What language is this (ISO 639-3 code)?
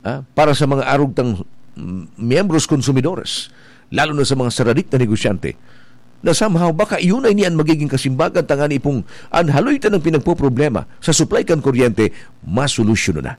bik